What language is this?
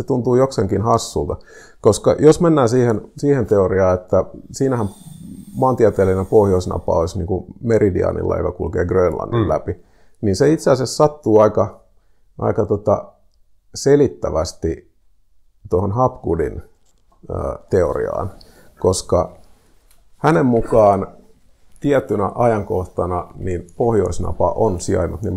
Finnish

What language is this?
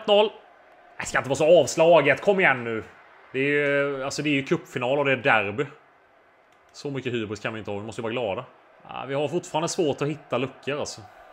Swedish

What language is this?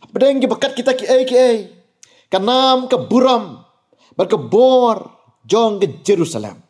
Khasi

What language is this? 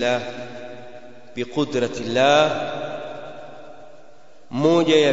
Swahili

